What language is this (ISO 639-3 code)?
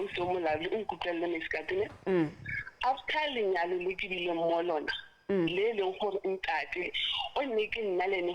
sot